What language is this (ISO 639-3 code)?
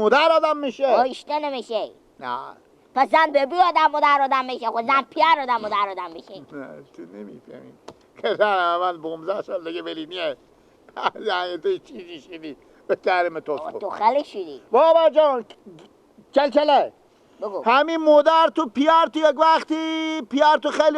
fas